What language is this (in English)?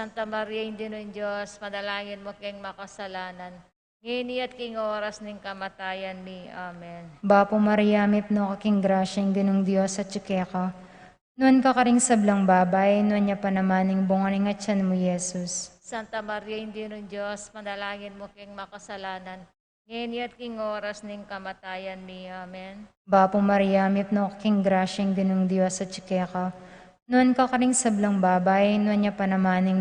Pampanga